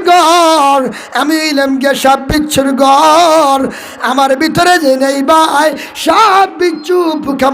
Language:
Sylheti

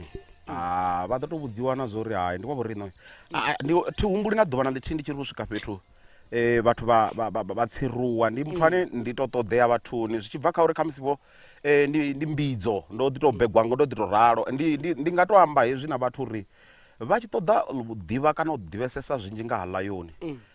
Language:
Venda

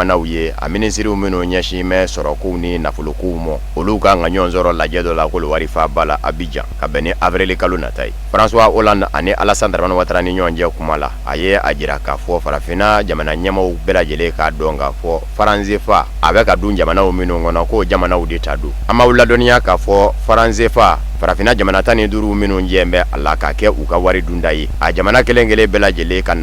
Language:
Bambara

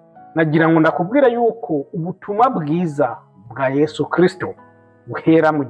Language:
Rundi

